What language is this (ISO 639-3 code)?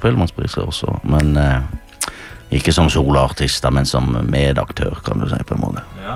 nor